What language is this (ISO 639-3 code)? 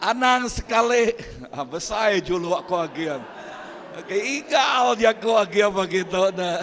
iba